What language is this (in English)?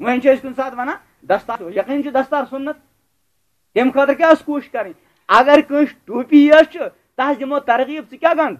Kashmiri